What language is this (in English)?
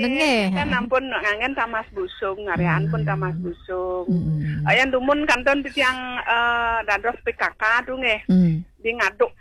Balinese